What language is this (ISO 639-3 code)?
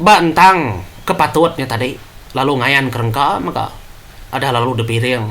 iba